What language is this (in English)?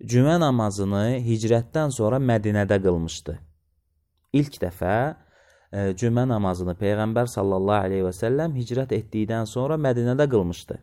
Azerbaijani